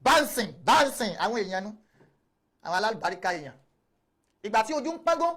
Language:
Yoruba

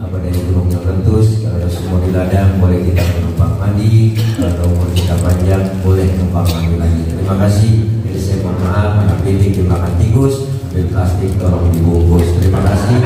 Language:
Betawi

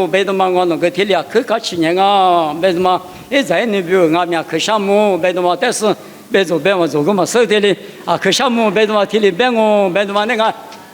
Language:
Lisu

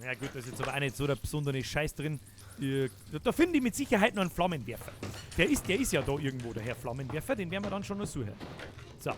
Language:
Bavarian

